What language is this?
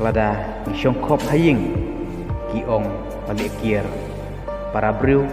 Khasi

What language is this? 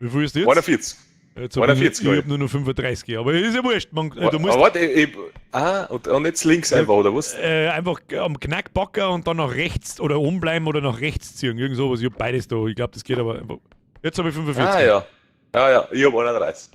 Bavarian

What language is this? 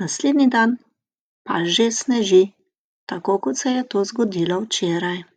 Slovenian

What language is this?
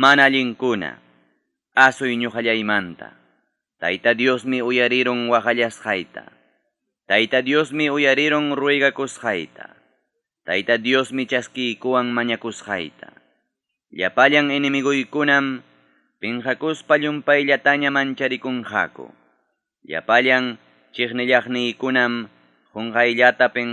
Ayacucho Quechua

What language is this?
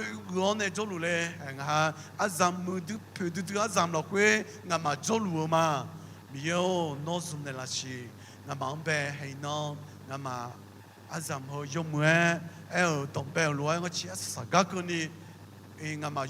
Akha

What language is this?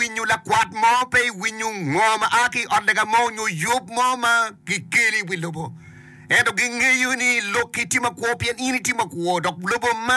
Acoli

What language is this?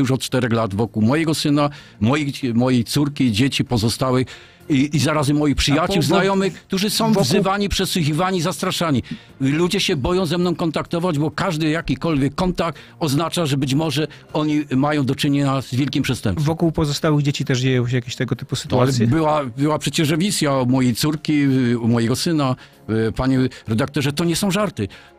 Polish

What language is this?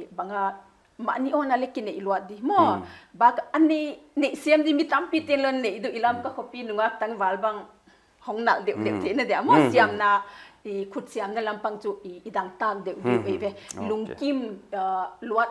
Paite Chin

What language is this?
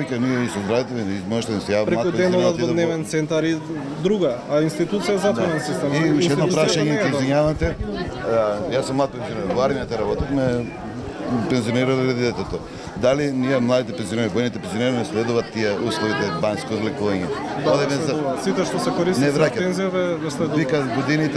Macedonian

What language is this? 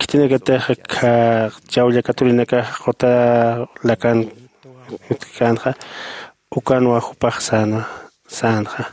Aymara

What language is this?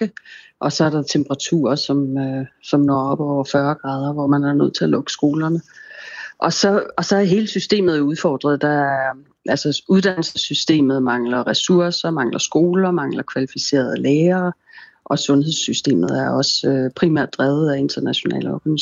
Danish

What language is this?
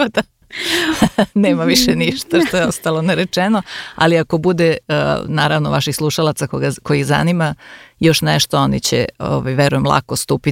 Serbian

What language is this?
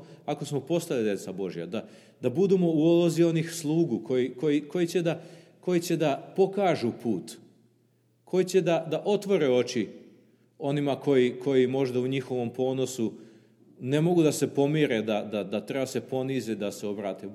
Serbian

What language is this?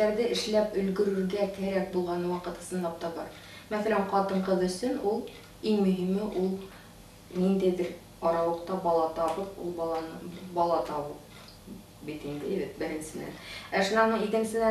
Bashkir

